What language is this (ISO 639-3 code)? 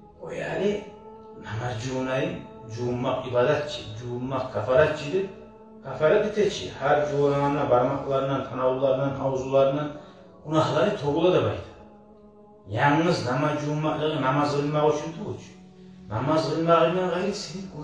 kum